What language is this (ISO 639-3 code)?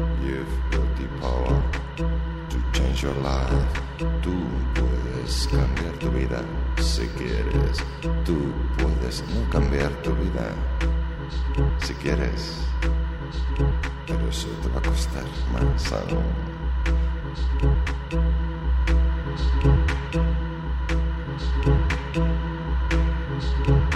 spa